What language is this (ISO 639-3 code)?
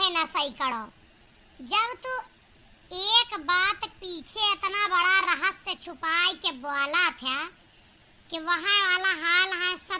awa